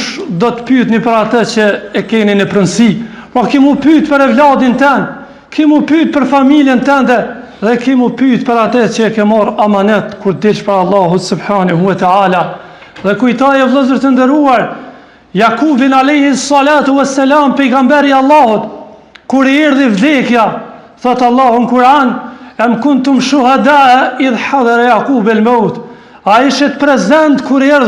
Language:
Albanian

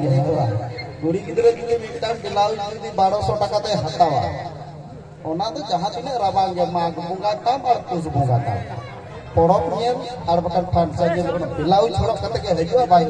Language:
Santali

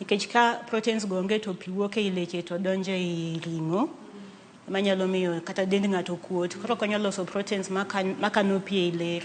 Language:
Luo (Kenya and Tanzania)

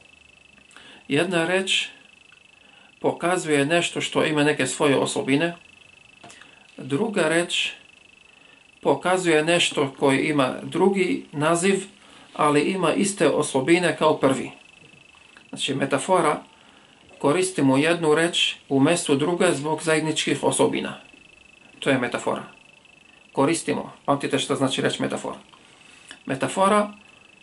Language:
Bosnian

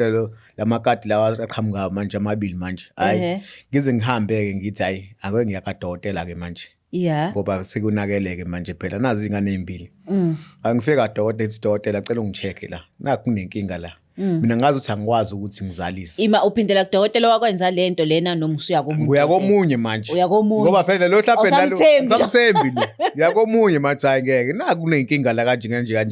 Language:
Zulu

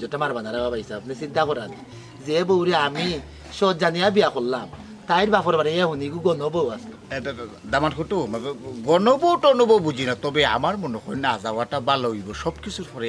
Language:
Sylheti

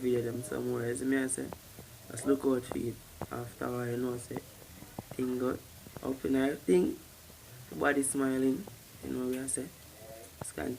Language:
Jamaican Creole English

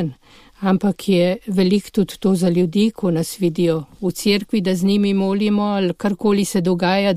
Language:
Slovenian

